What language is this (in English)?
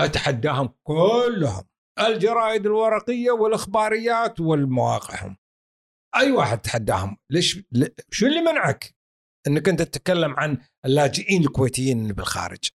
Gulf Arabic